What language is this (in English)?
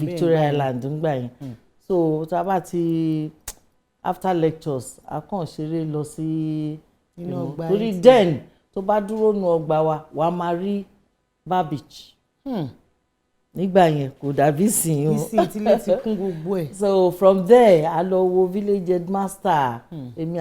Yoruba